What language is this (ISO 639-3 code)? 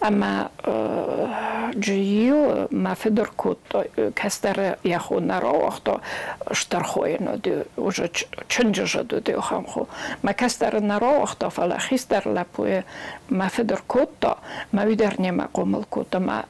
oss